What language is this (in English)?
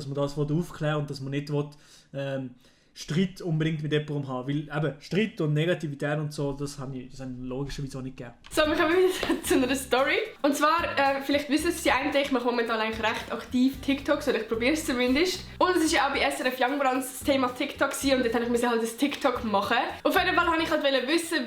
Swiss German